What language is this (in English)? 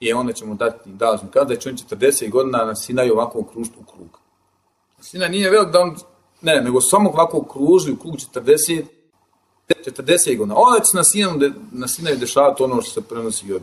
Bosnian